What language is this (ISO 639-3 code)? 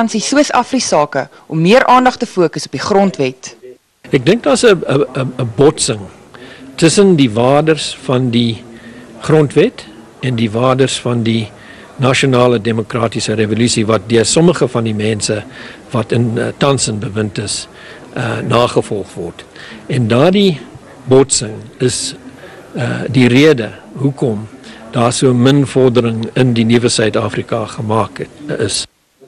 afr